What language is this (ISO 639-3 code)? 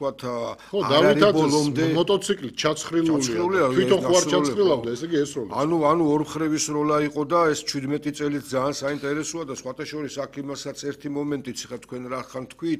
kat